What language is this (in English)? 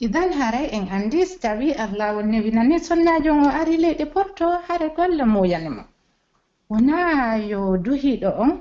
Pular